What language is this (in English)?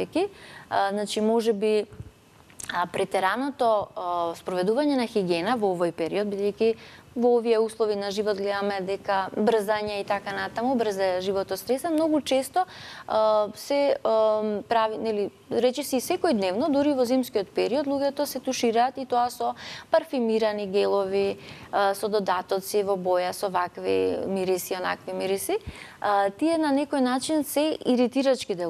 Macedonian